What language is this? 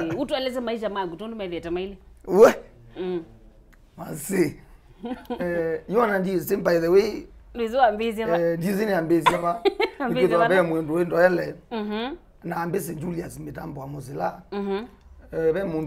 Kamba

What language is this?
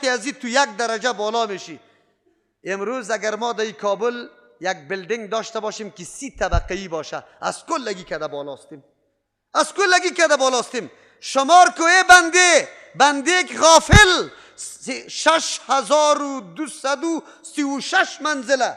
Persian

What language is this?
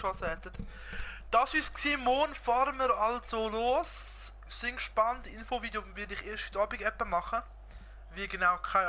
Swiss German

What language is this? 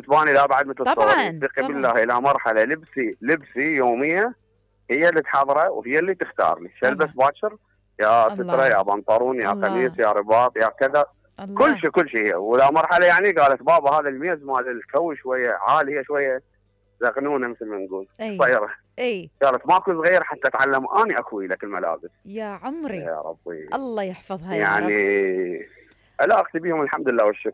Mesopotamian Arabic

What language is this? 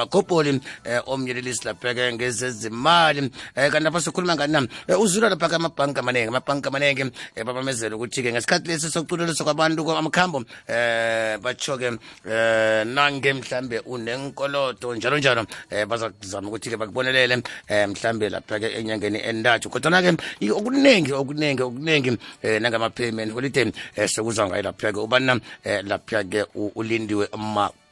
South Ndebele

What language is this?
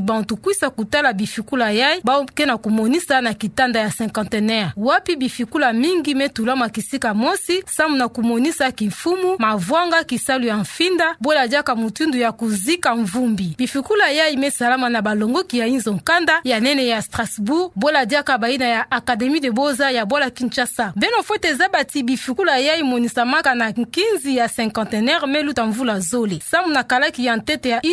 Kituba (Democratic Republic of Congo)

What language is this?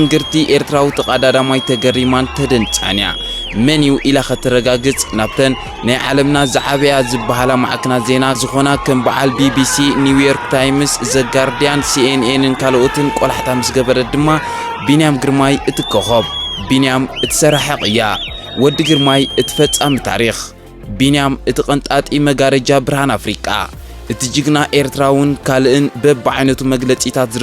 Tigrinya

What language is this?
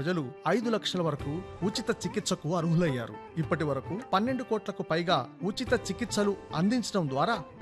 Telugu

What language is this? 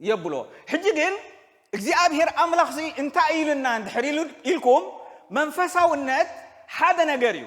Tigrinya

